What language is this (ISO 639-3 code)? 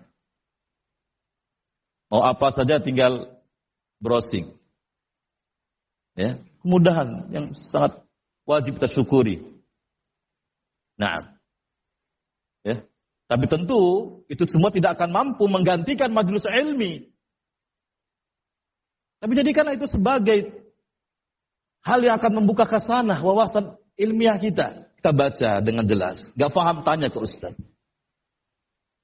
ind